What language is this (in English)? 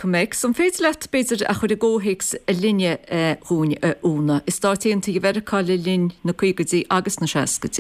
Irish